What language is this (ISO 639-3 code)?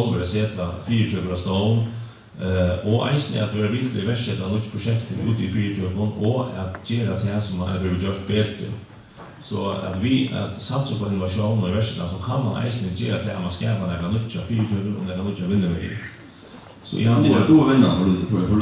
fao